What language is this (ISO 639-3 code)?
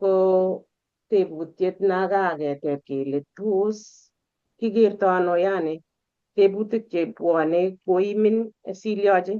kln